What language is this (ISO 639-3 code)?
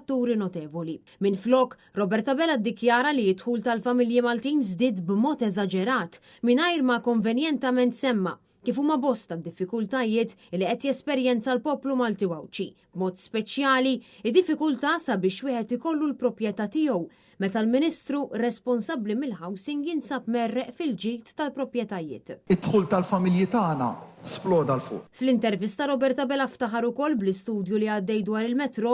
mlt